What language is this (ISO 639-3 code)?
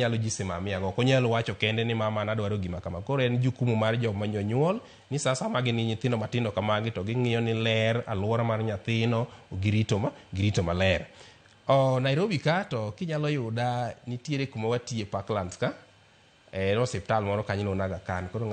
luo